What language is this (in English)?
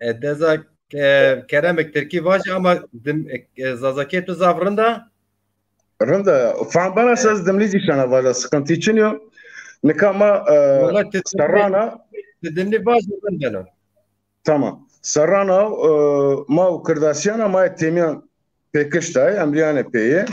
Zaza